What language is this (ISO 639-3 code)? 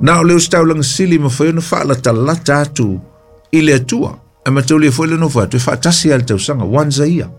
smo